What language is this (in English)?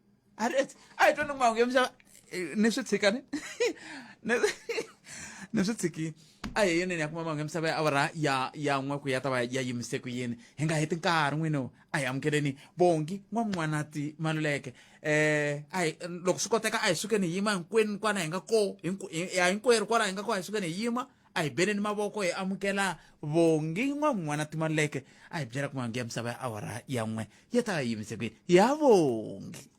Tsonga